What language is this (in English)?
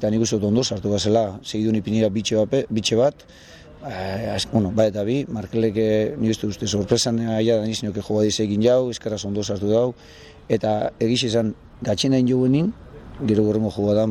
Basque